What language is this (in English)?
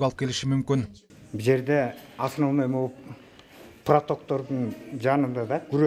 Kyrgyz